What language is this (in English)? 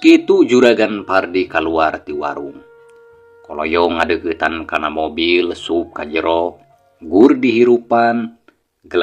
Sundanese